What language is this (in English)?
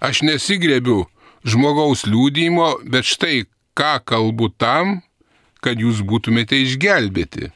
Lithuanian